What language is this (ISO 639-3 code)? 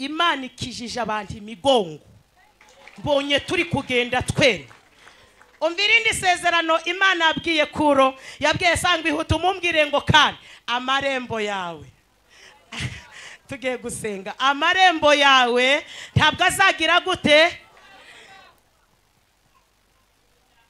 kin